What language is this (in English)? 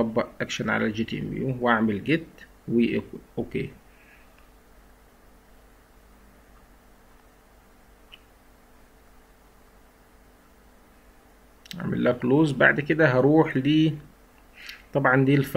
Egyptian Arabic